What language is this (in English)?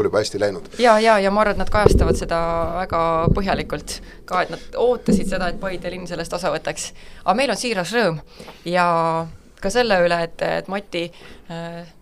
Estonian